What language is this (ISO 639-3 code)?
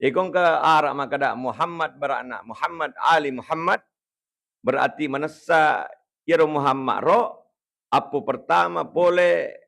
bug